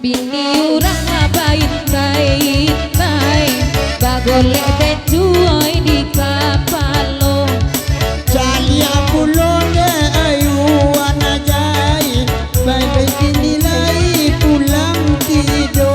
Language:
Minangkabau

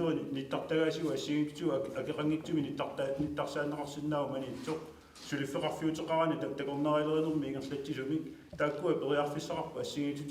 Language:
Kalaallisut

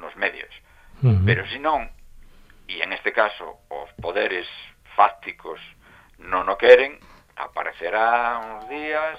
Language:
Galician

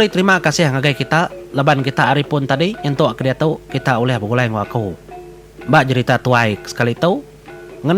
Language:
Iban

